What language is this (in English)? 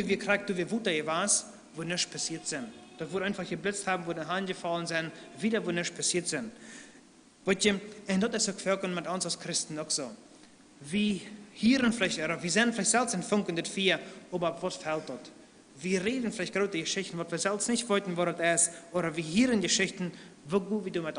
Plautdietsch